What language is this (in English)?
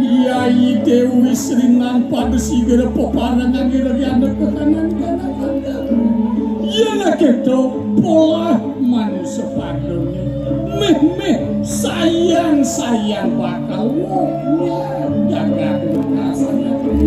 Balinese